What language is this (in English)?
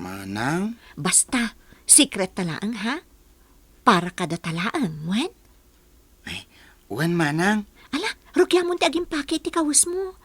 Iloko